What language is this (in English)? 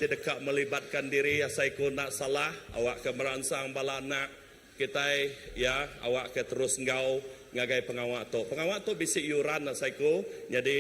Iban